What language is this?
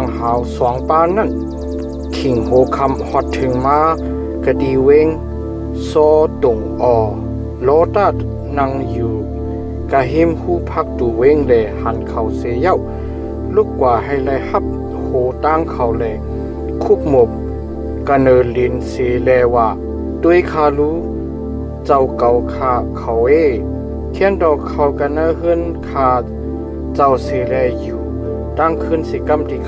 Shan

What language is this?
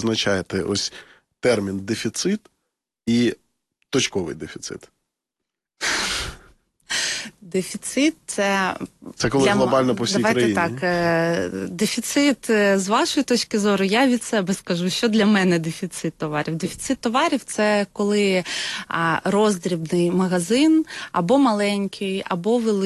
Ukrainian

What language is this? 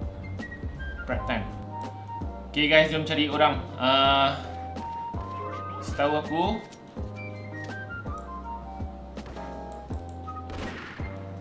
Malay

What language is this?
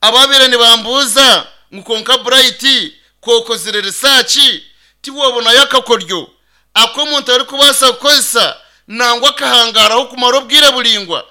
Nyankole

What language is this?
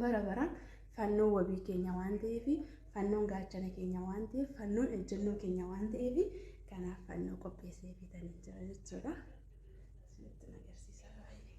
Oromo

